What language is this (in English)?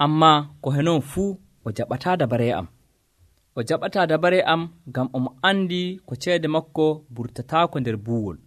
Nigerian Fulfulde